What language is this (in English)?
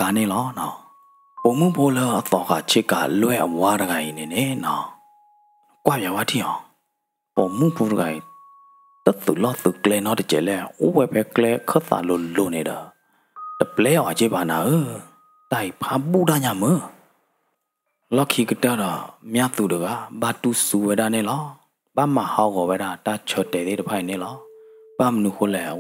S'gaw Karen